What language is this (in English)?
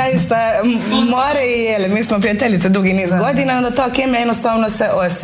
Croatian